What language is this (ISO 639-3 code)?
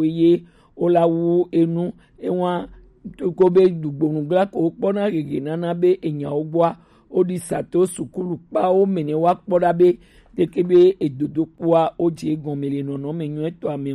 gej